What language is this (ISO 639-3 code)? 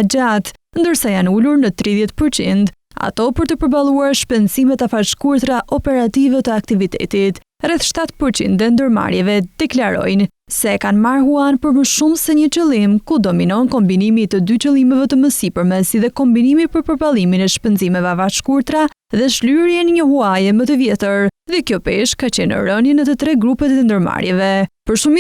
sqi